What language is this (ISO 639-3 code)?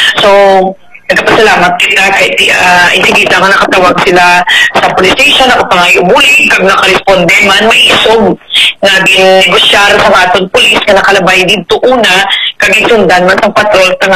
hil